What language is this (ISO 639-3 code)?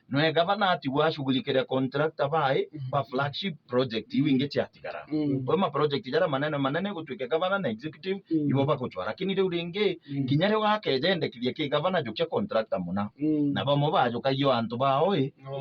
mer